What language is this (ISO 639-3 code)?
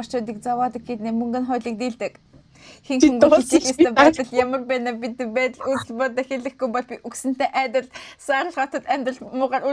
mon